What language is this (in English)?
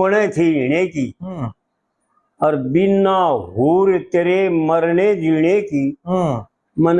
Haryanvi